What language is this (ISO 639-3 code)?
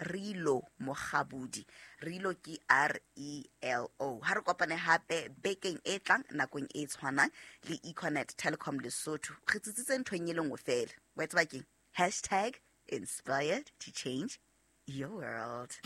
sot